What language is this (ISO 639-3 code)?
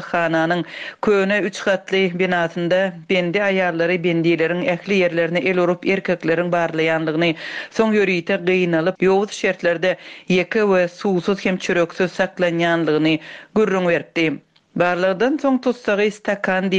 tuk